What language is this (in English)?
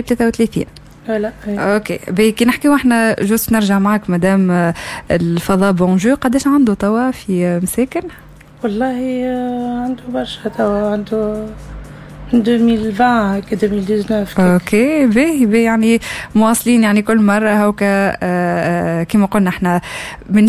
Tunisian Arabic